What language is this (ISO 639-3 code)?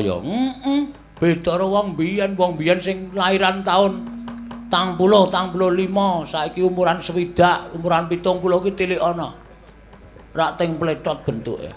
jav